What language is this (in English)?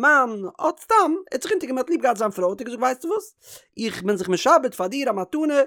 Yiddish